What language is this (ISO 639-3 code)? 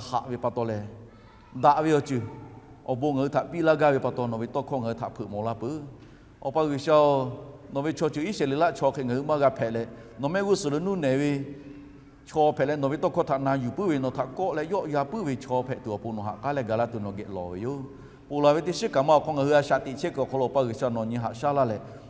lhu